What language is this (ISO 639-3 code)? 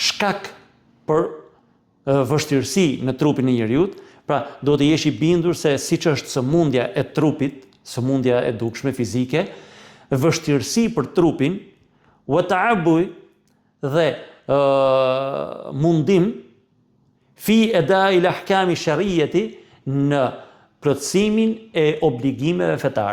sqi